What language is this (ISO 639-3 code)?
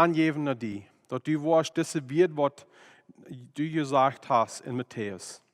pdt